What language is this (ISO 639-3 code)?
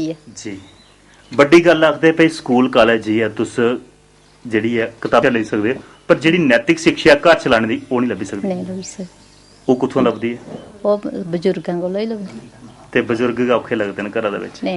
doi